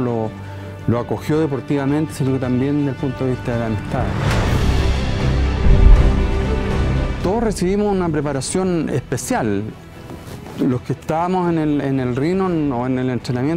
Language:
Spanish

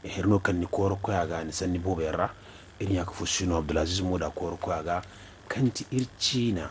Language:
Zarma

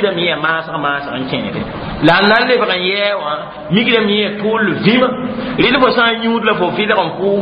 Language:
Mossi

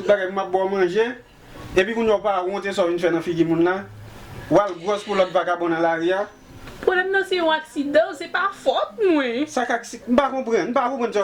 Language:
Haitian Creole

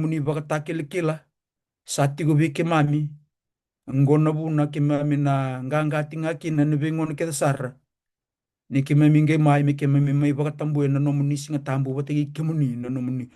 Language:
Fijian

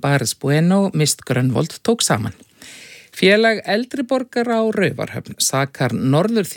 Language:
Icelandic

